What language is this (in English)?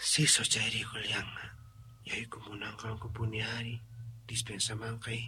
Quechua